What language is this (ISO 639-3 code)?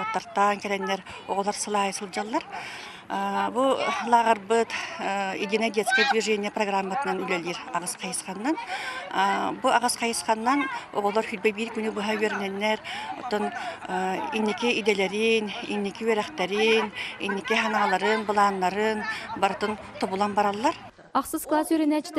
sah